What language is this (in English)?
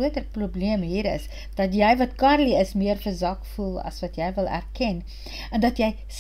Afrikaans